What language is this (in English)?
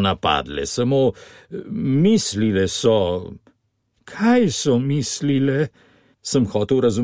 Slovenian